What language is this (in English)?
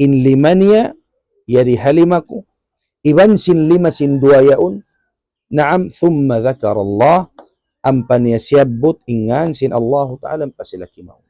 Tausug